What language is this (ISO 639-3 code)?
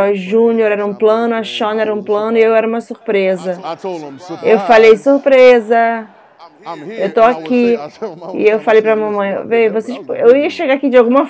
por